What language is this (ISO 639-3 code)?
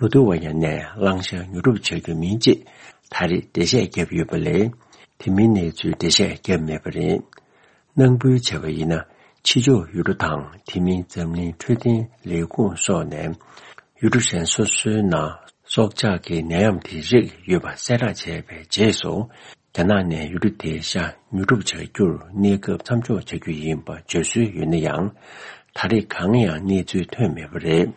bod